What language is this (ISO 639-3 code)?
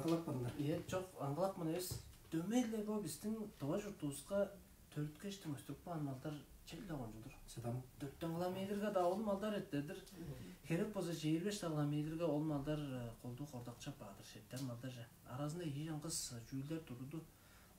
tyv